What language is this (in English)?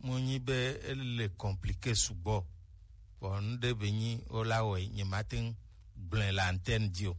Gen